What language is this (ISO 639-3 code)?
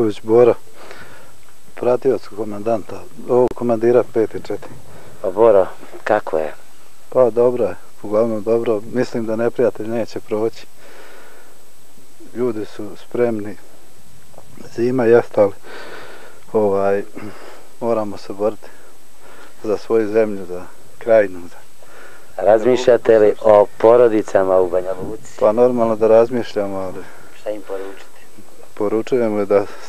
srp